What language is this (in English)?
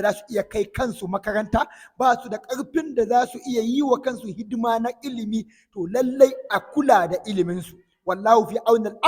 Hausa